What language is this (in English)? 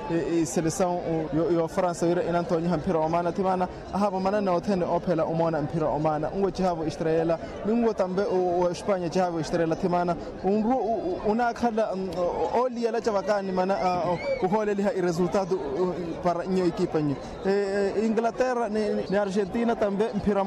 Makhuwa